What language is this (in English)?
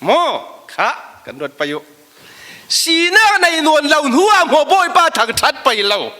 Falam Chin